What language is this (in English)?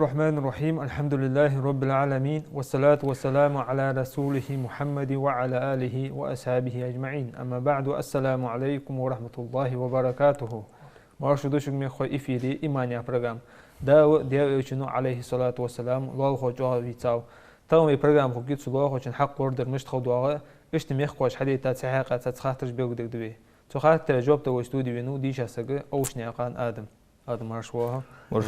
Ingush